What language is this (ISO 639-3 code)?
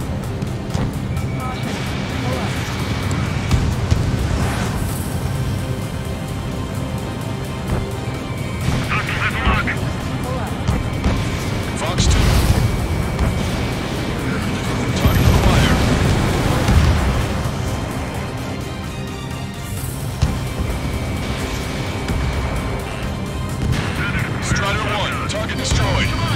eng